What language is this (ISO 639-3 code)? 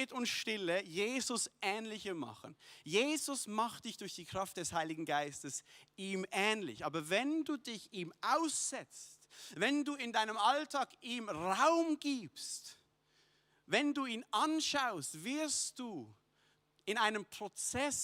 gsw